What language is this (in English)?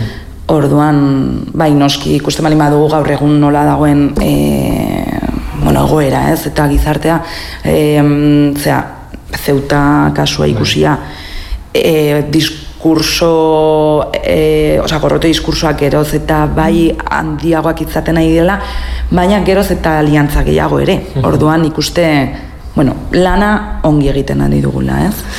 Basque